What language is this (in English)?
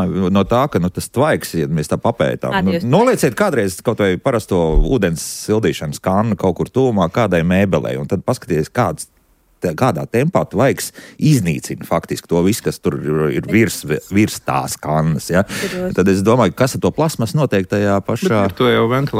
Latvian